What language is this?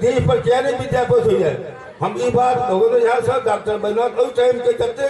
Maithili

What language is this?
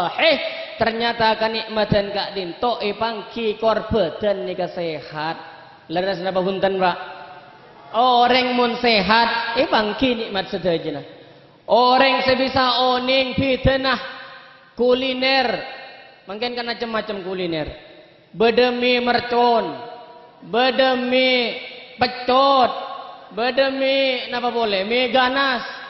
Madurese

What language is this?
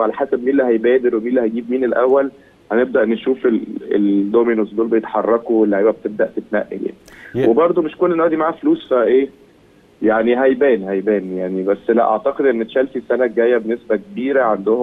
Egyptian Arabic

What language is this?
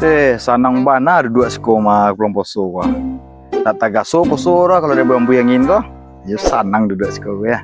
Minangkabau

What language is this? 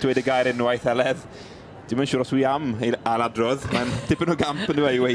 Welsh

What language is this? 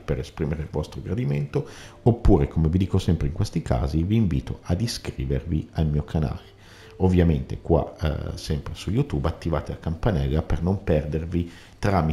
Italian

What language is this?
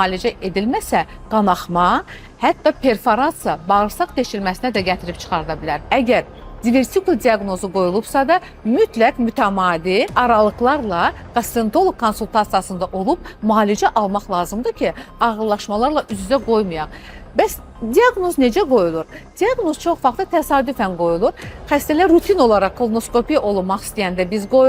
Azerbaijani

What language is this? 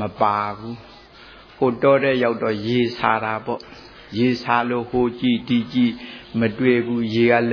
Burmese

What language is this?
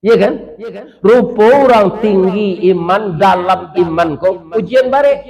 Minangkabau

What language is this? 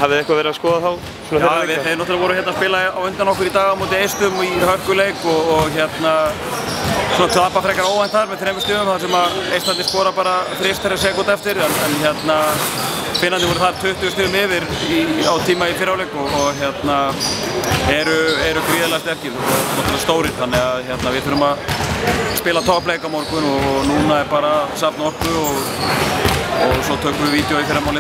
Icelandic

